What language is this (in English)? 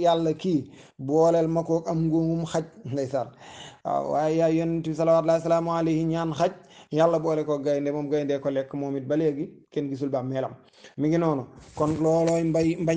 Wolof